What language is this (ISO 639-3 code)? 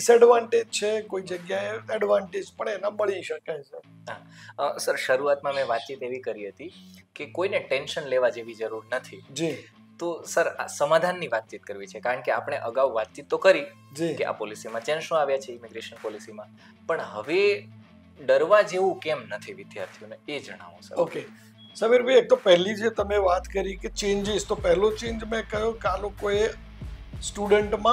guj